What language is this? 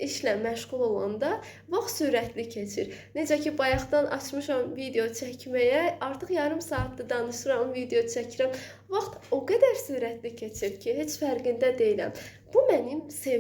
Azerbaijani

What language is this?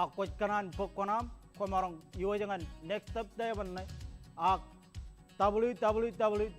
Marshallese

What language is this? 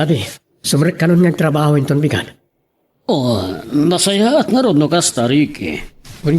Iloko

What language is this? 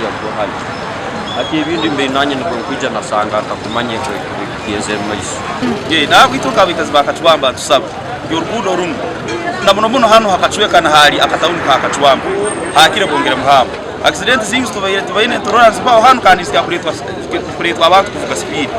Nyankole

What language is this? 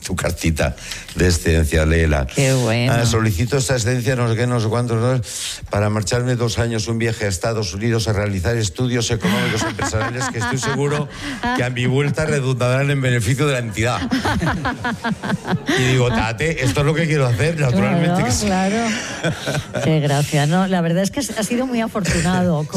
Spanish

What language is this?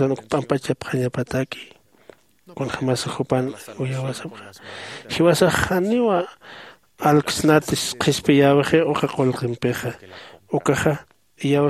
Aymara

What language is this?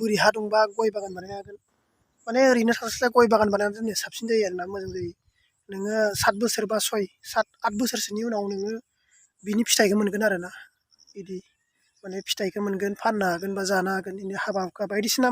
Bodo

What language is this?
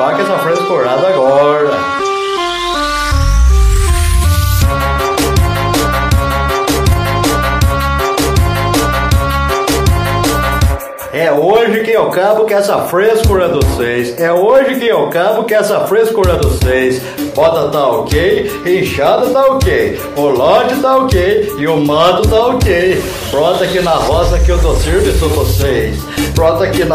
Portuguese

